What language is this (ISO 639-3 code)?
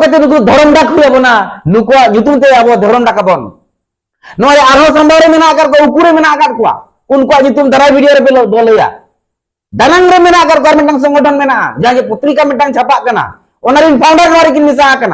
sat